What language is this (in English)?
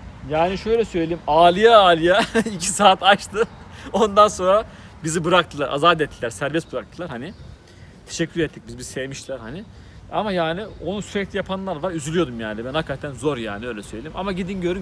Turkish